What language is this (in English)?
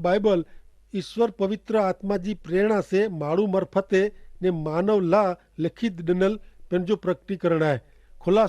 Kachhi